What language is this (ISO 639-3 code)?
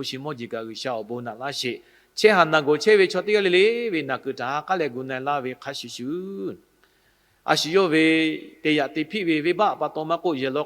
lhu